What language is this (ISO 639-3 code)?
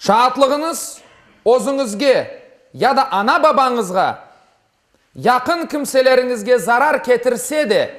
crh